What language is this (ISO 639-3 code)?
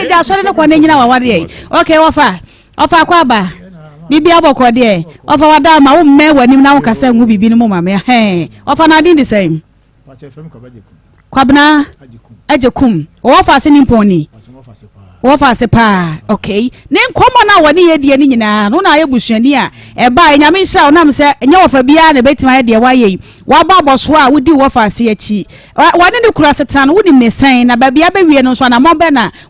aka